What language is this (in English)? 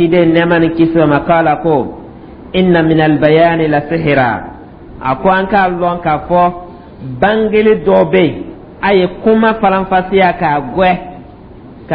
Dyula